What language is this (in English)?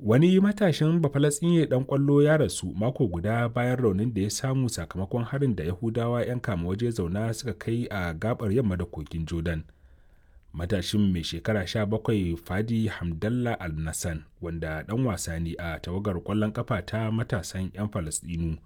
Hausa